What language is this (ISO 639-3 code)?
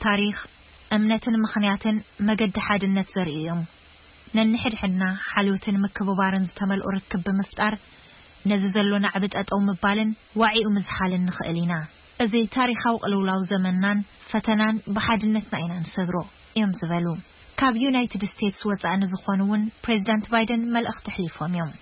tir